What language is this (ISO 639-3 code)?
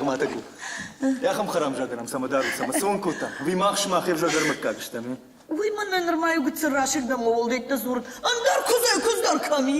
oss